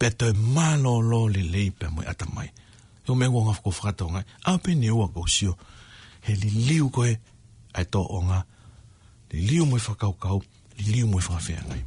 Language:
Tongan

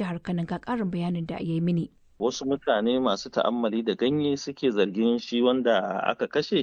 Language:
Hausa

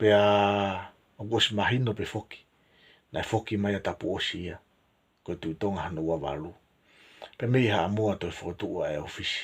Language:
Tongan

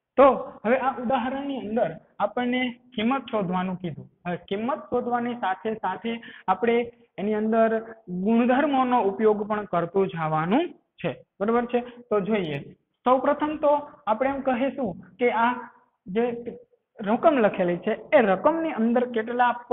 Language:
Gujarati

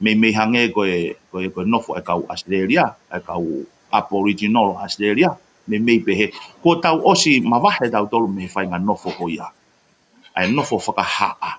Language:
Tongan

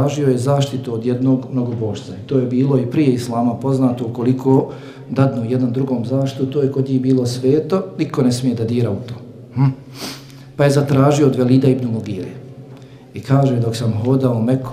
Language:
Bosnian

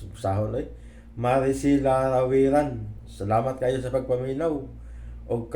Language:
Cebuano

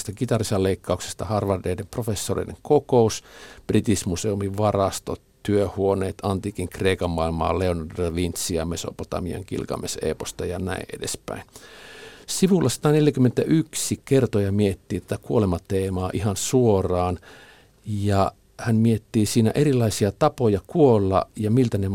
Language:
Finnish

